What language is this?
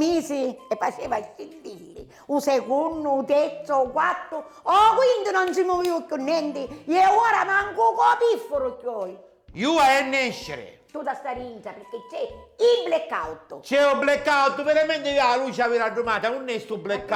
Sicilian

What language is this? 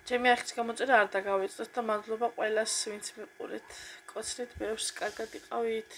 Georgian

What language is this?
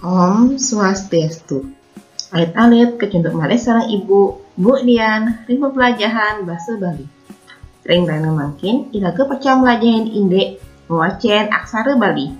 Balinese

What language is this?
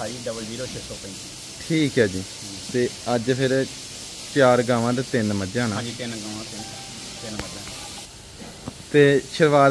Punjabi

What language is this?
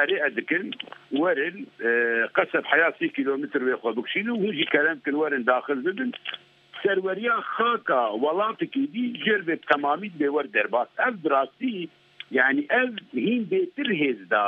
Kurdish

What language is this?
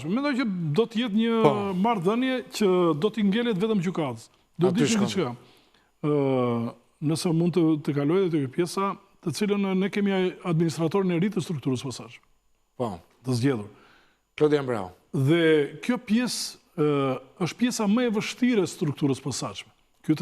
Albanian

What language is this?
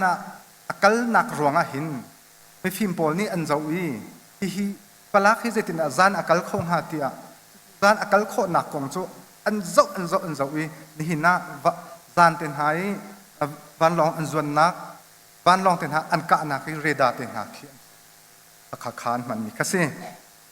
Hakha Chin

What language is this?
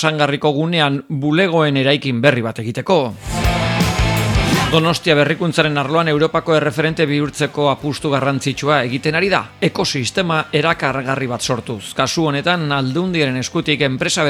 Basque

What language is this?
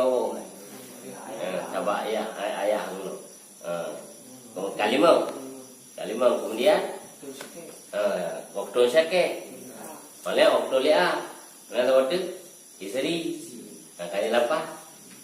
Achinese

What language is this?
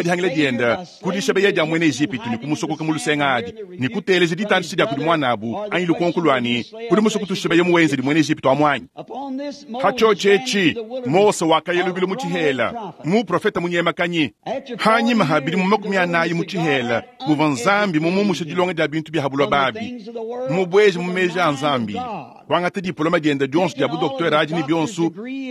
Luba-Lulua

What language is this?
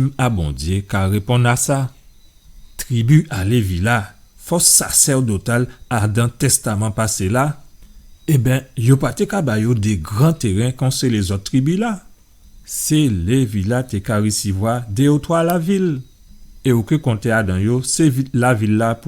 Guadeloupean Creole French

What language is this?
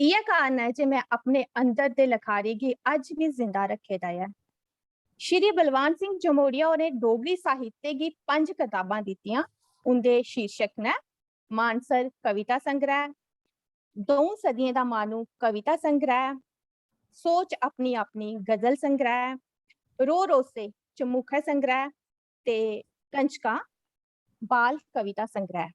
Dogri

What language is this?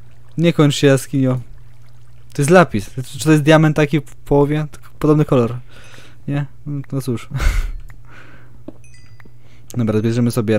Polish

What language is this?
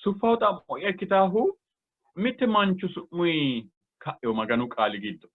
Sidamo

